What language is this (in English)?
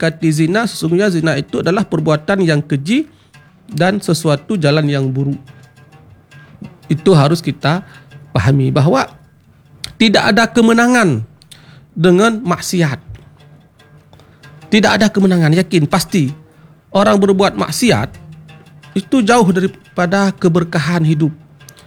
Malay